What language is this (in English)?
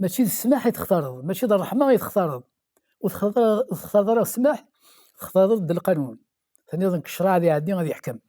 Kabyle